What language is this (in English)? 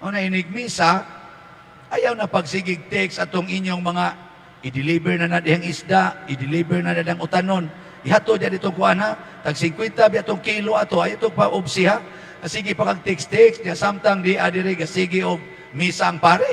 Cebuano